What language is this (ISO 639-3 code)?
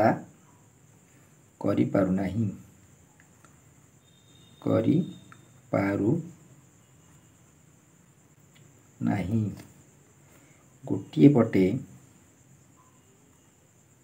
ori